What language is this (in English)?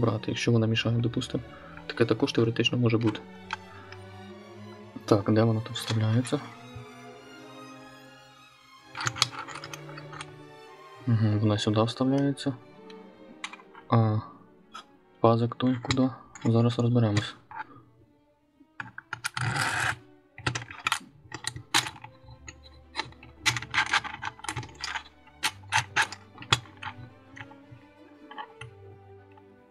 Ukrainian